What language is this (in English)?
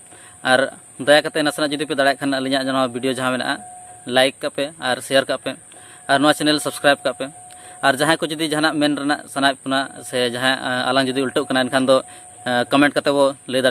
Santali